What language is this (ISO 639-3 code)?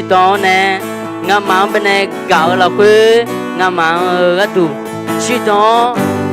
ahk